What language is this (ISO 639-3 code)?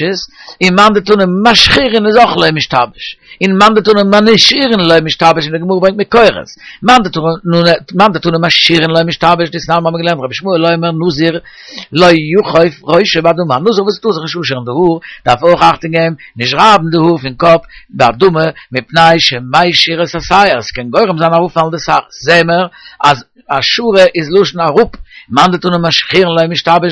yid